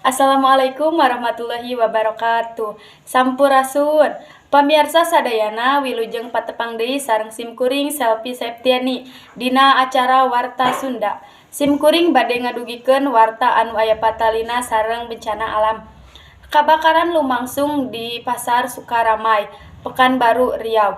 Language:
Sundanese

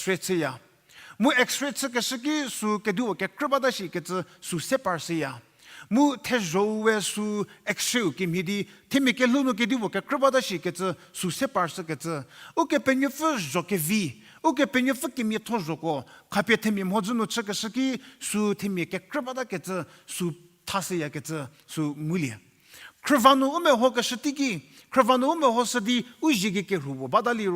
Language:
Angami Naga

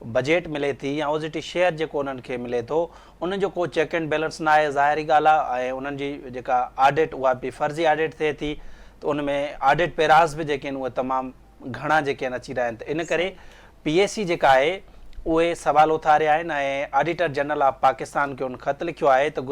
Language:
Sindhi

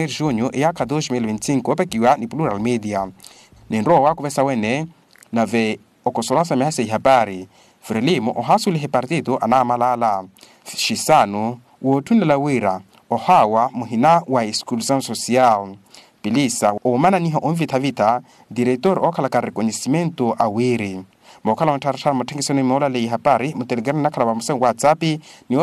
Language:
Makhuwa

